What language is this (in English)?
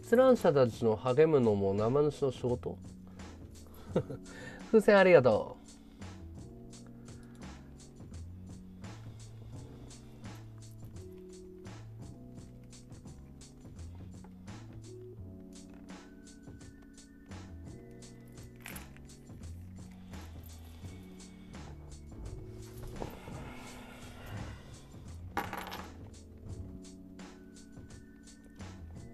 Japanese